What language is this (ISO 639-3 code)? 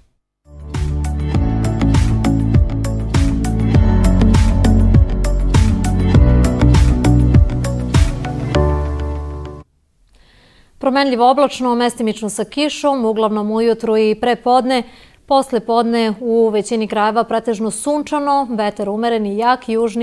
srp